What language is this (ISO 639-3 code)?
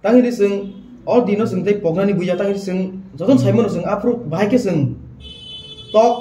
trp